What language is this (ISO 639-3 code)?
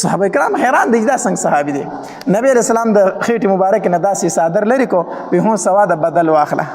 pus